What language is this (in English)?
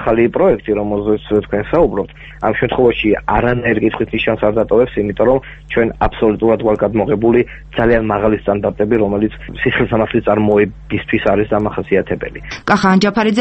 Georgian